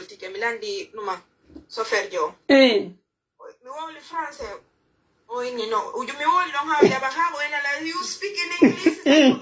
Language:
Pular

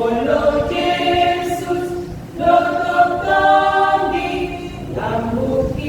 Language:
Batak Toba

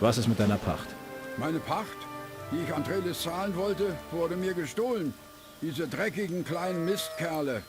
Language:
Bavarian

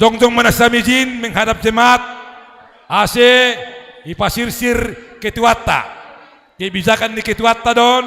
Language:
Batak Simalungun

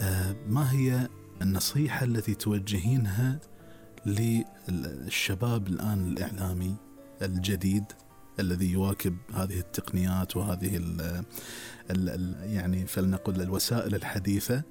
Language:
Gulf Arabic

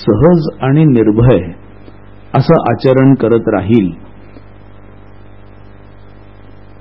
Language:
Marathi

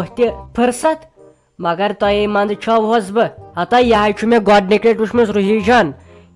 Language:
Kashmiri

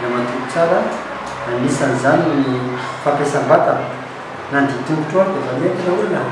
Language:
Malagasy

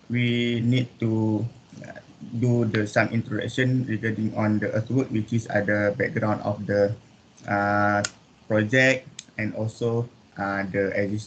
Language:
Malay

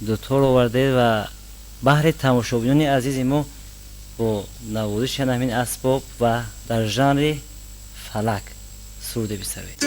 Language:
Tajik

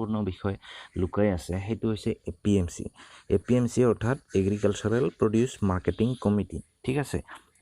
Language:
Assamese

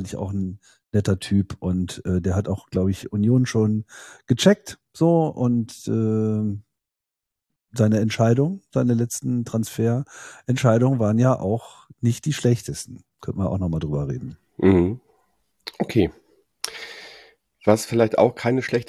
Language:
German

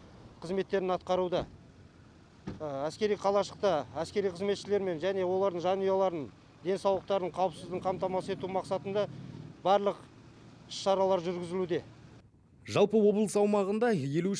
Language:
Kazakh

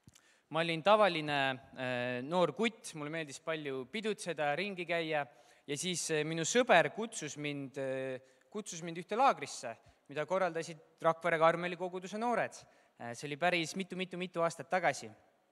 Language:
Estonian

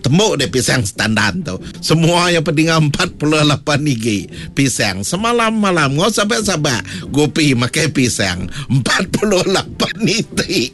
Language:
Iban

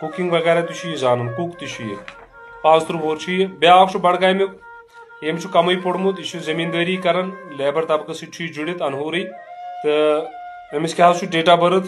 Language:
Kashmiri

